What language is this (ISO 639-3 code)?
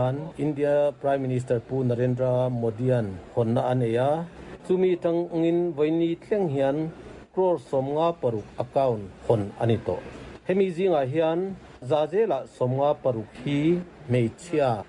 lus